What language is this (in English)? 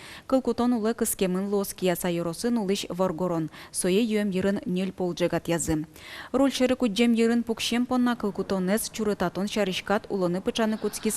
Udmurt